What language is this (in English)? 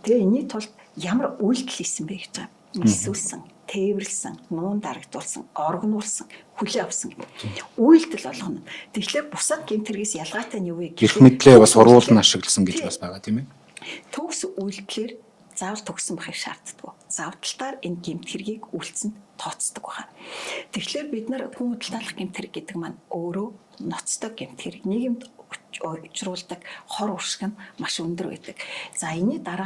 Mongolian